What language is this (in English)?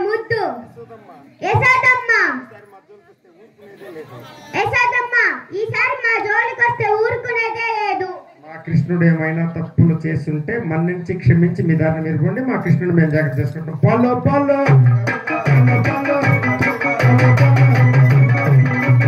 Telugu